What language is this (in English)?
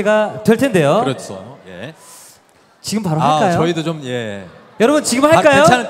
Korean